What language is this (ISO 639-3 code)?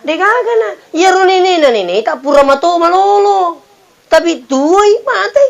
bug